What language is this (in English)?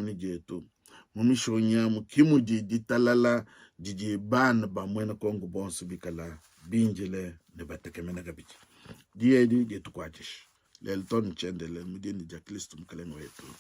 Luba-Lulua